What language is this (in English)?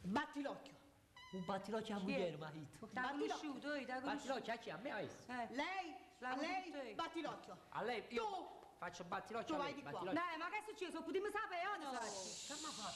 Neapolitan